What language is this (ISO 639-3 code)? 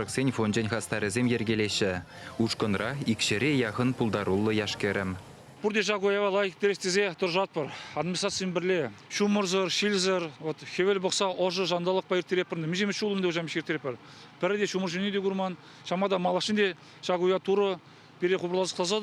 chv